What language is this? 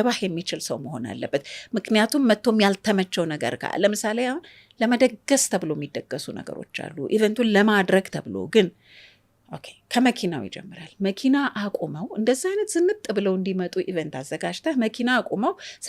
Amharic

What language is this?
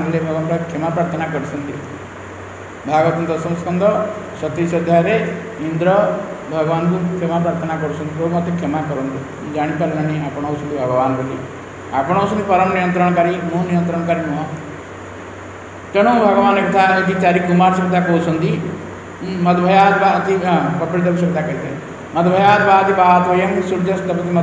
Odia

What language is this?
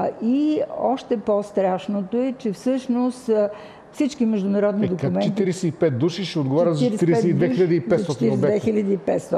Bulgarian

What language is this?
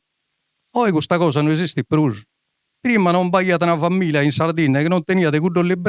Sardinian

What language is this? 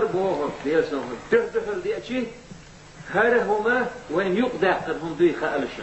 Chechen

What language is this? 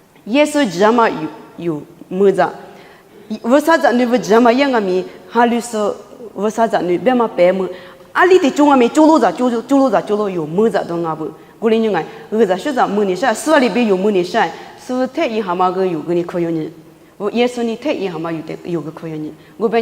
Lisu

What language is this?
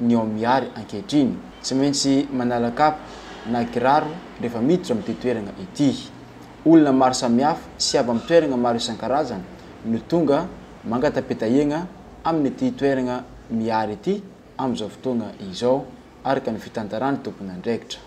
Malagasy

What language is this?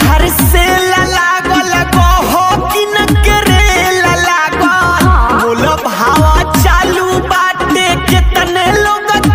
Bhojpuri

